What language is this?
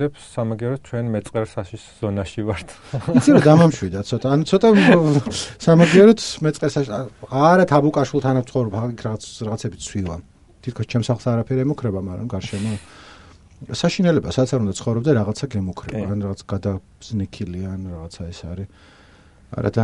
Georgian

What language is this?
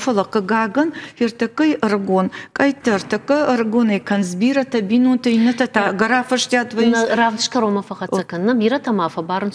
Ossetic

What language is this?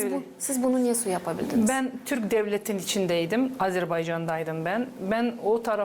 Gagauz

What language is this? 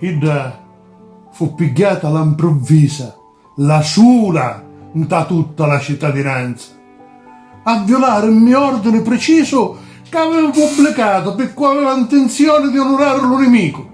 Sicilian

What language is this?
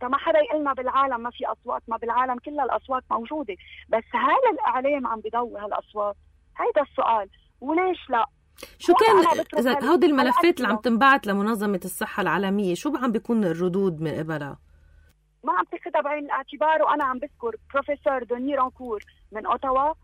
North Levantine Arabic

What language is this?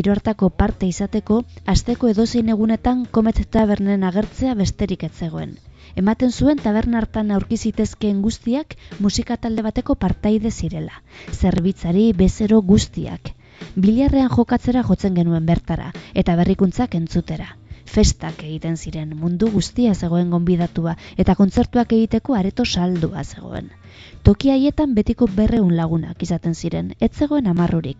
Basque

